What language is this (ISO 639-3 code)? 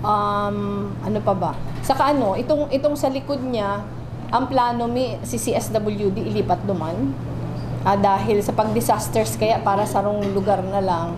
bik